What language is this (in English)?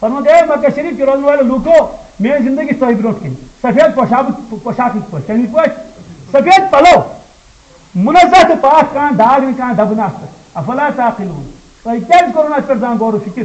Kashmiri